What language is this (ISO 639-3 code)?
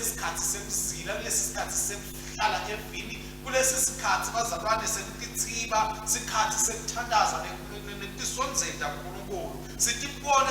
ssw